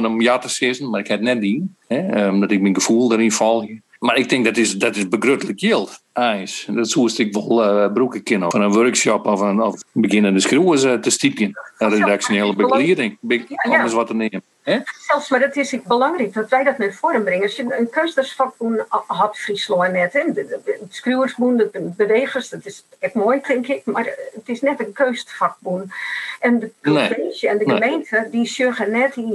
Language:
Western Frisian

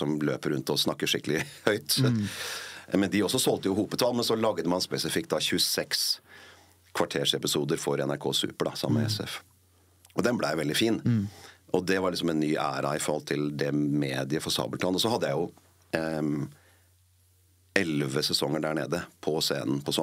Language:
Norwegian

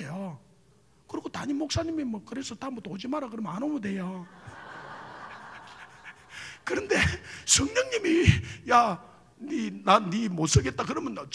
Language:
Korean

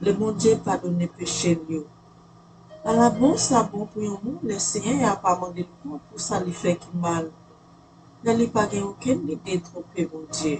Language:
Haitian Creole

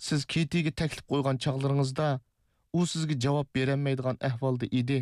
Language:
Uyghur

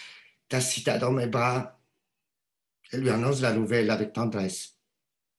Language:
French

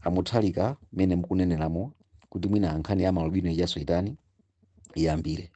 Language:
Nyanja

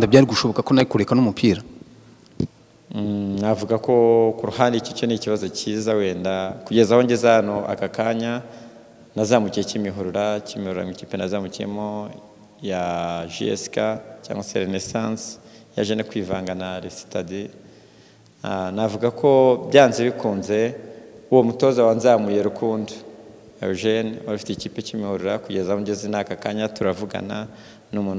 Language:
Kinyarwanda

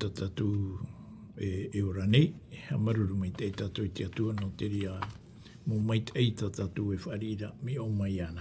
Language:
Tahitian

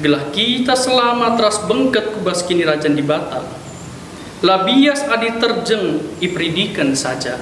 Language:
Batak Karo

